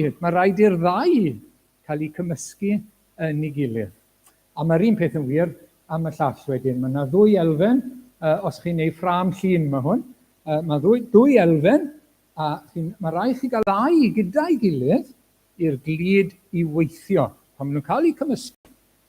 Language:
Welsh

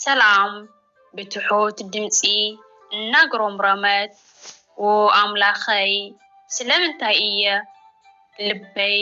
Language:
Tigrinya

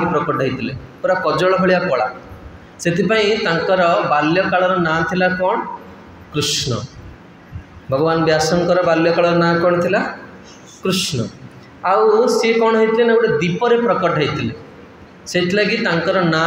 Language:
Odia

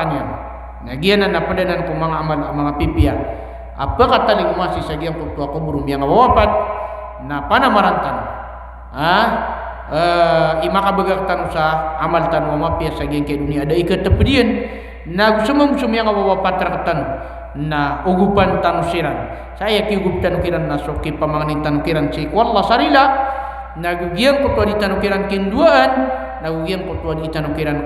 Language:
Maranao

